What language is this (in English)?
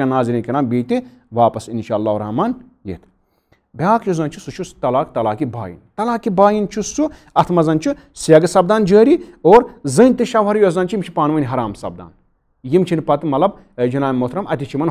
Kashmiri